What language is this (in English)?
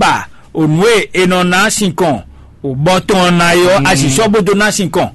Fon